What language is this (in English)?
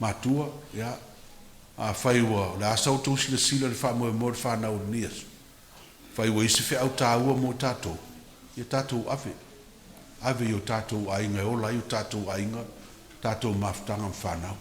Samoan